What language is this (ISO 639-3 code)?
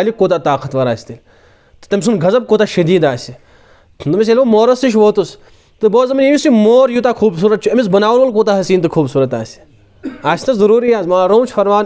kas